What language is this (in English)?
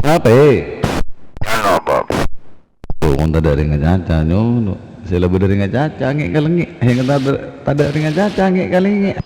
Madurese